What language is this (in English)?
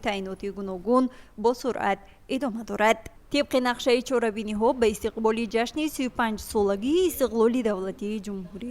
Tajik